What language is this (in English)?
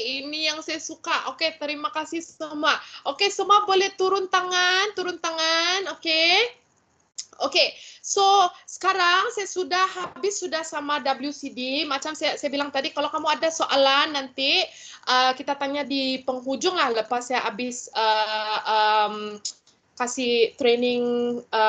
Malay